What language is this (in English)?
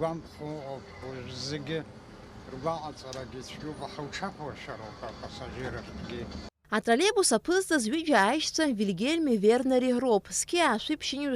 Abkhazian